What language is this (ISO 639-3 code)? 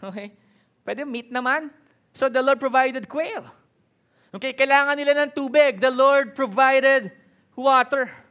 fil